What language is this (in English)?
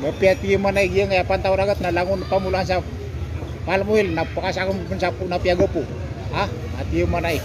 Maranao